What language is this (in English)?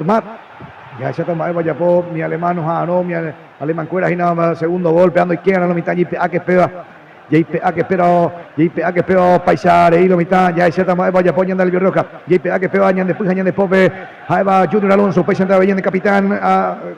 Guarani